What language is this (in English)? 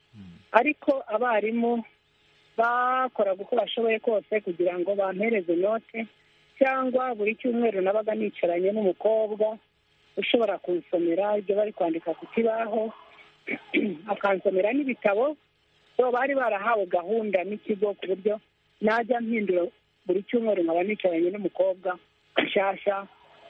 Kinyarwanda